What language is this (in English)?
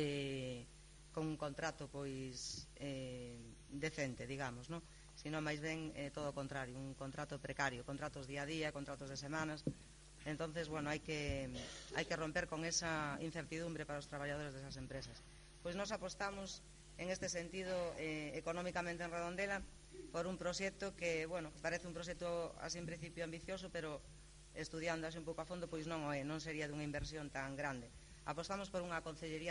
Galician